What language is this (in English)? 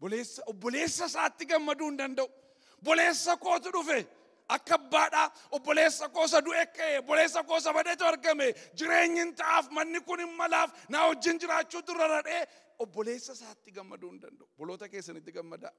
Oromo